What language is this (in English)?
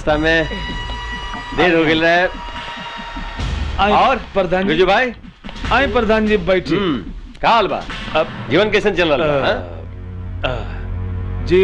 Bhojpuri